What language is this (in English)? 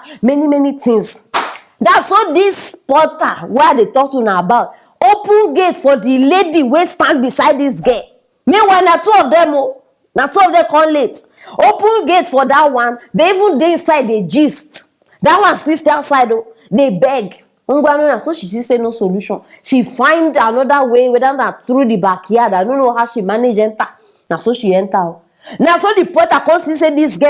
Nigerian Pidgin